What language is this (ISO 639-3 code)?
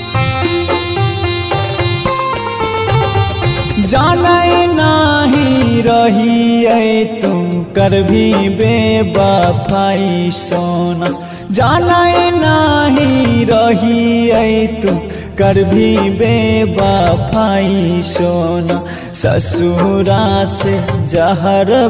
bho